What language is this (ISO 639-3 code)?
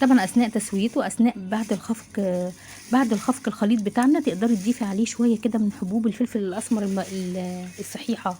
arz